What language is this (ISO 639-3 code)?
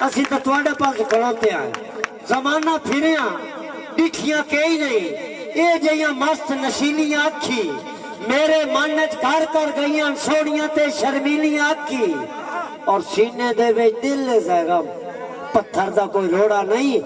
skr